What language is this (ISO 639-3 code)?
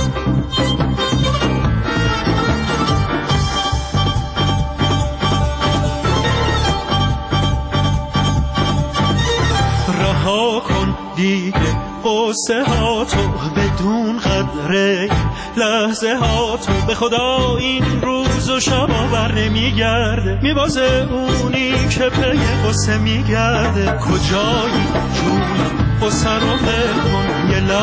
fas